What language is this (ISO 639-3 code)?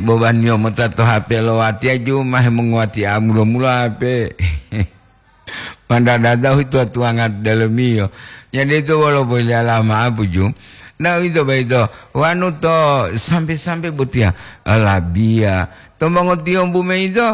gor